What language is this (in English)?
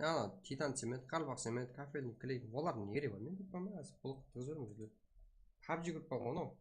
Kara-Kalpak